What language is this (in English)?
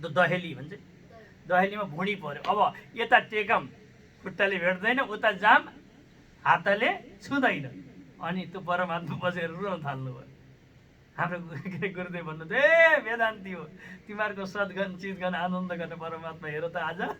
Nepali